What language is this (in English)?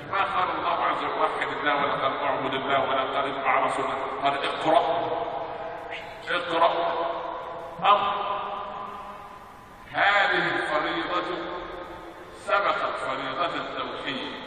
Arabic